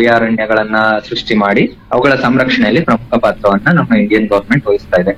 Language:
Kannada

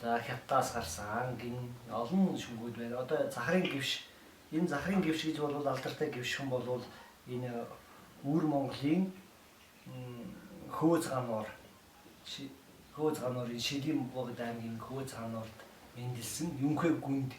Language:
Mongolian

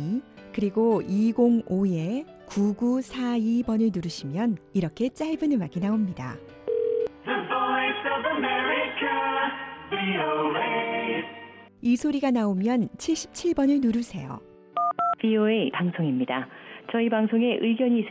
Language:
Korean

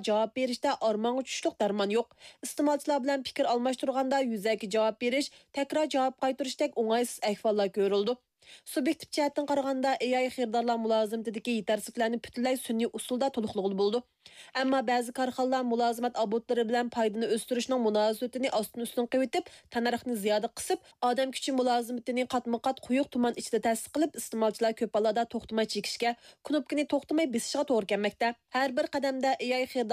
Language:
Uyghur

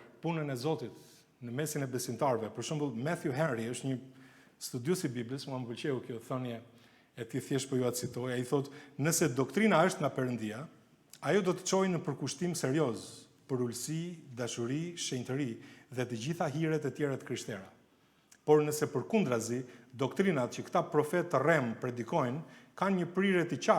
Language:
Albanian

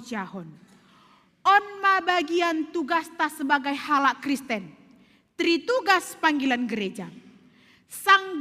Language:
Batak Simalungun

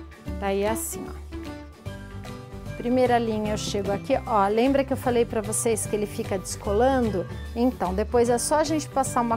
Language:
Portuguese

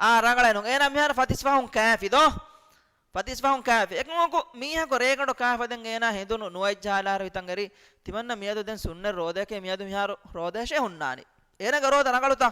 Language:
Divehi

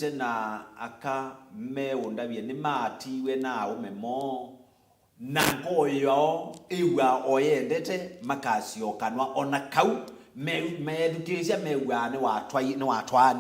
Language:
Kamba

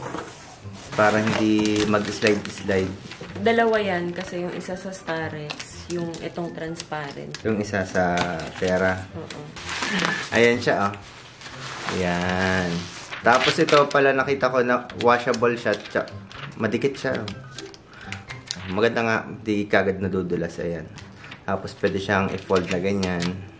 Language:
Filipino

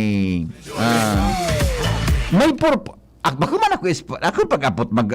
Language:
Bikol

